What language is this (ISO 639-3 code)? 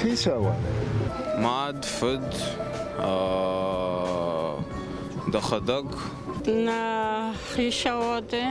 oss